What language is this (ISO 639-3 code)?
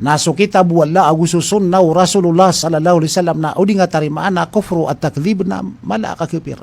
mrw